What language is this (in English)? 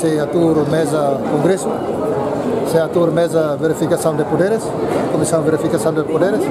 Tetum